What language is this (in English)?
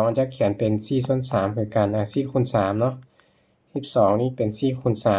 Lao